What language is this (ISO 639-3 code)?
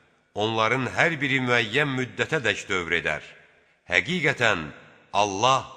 aze